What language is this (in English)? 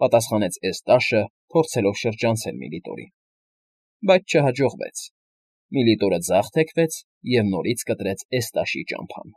Armenian